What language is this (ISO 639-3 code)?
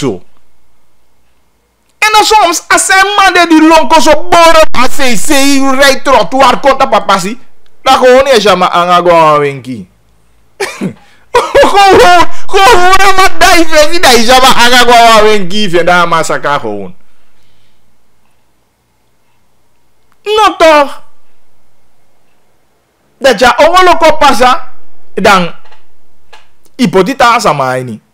nld